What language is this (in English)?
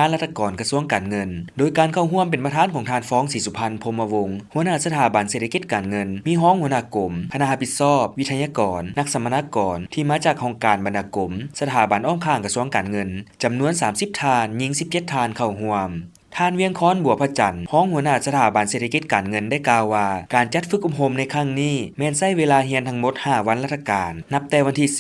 Lao